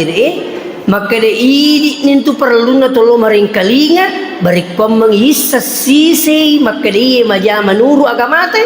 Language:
Buginese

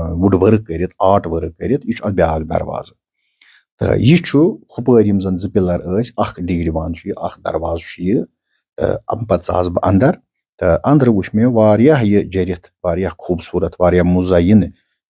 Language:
Kashmiri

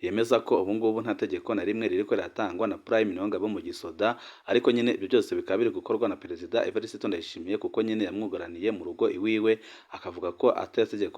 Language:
Rundi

